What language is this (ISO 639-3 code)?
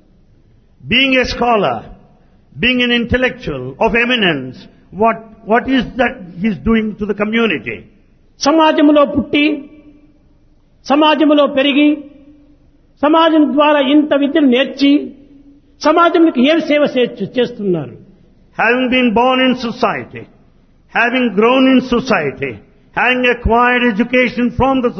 tel